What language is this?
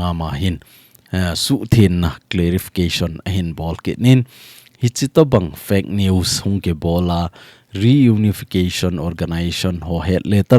Thado Chin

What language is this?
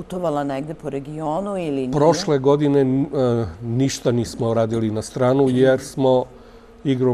Serbian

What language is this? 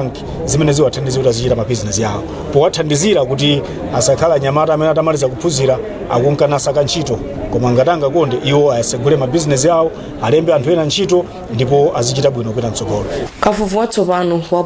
Nyanja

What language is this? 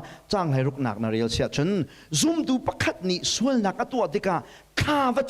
Hakha Chin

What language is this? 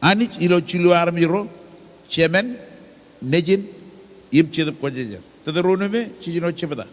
Marshallese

